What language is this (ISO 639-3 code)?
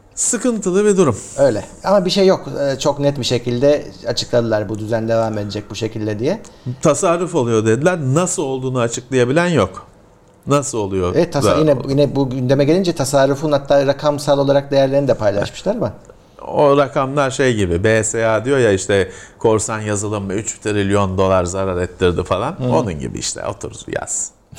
tur